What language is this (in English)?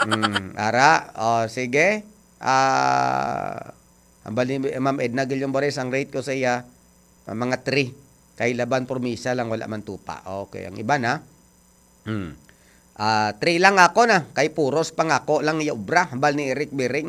Hiligaynon